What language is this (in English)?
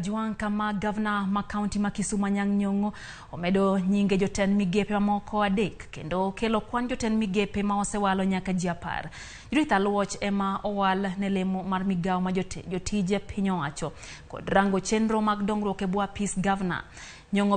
Luo (Kenya and Tanzania)